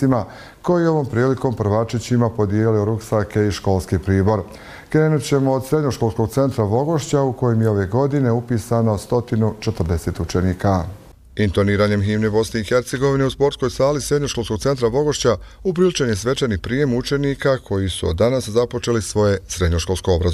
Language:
Bosnian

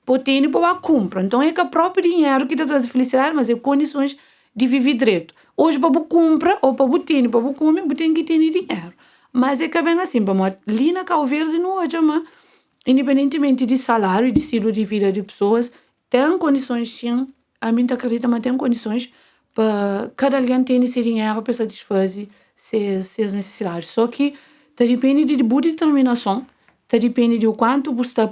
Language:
Kabuverdianu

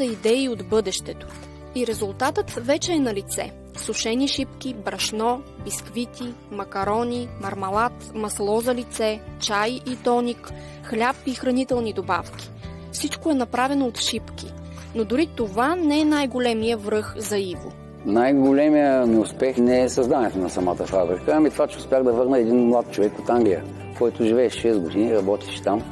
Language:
Bulgarian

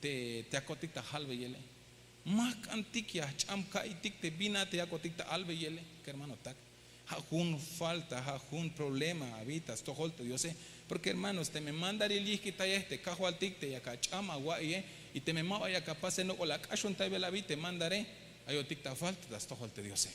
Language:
Tzeltal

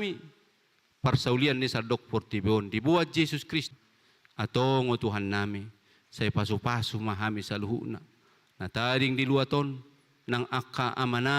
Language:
Batak Toba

